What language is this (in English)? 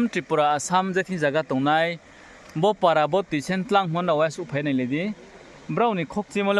Riang (India)